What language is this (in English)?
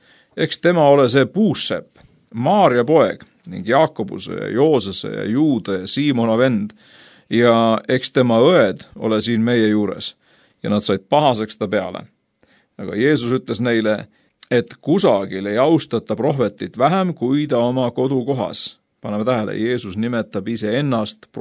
Estonian